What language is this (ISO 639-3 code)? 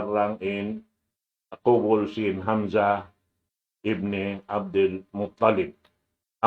tsg